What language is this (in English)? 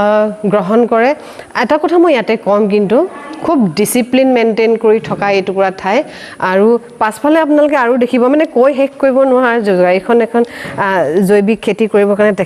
Assamese